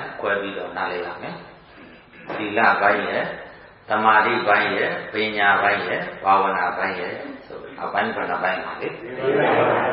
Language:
Burmese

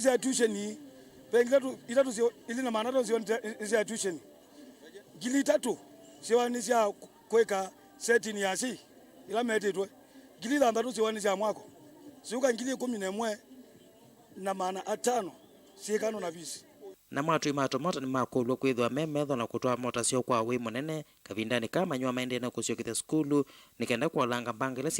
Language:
Kamba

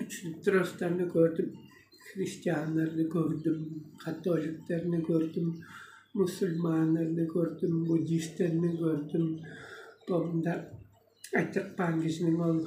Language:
Tuvinian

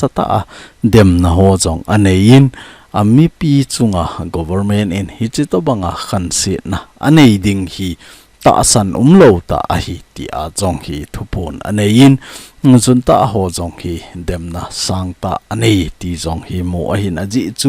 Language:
Thado Chin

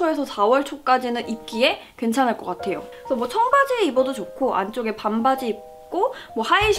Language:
Korean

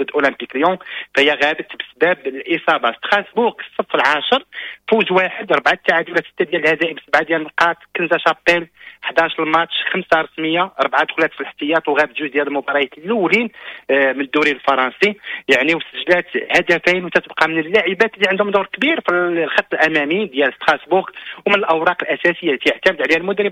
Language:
Moroccan Arabic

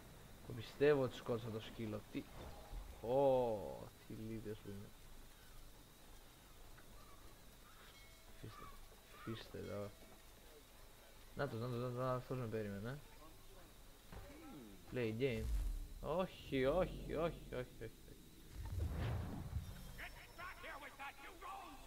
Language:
Greek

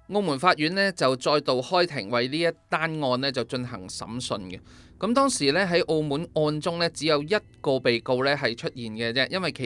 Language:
Cantonese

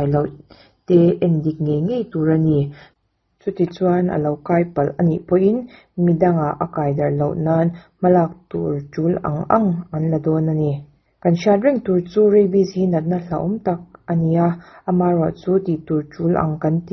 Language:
Mizo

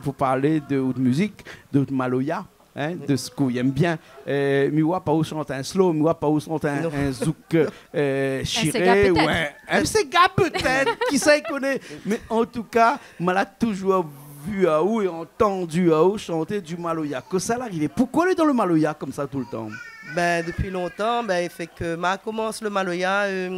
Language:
Réunion Creole French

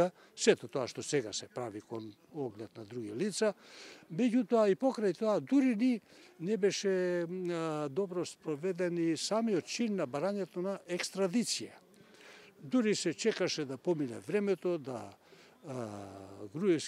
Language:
Macedonian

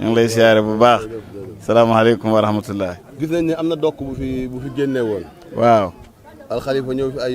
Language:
Wolof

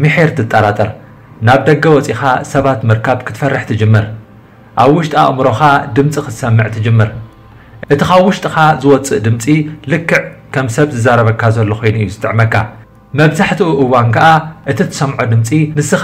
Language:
Tigrinya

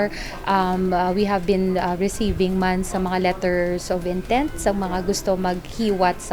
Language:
Hiligaynon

